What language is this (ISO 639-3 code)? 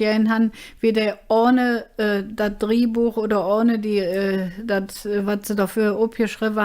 ksh